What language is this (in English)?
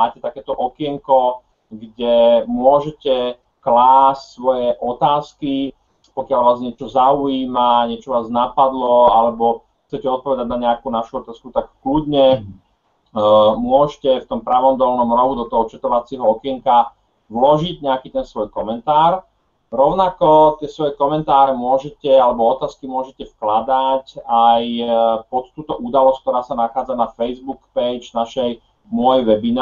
Slovak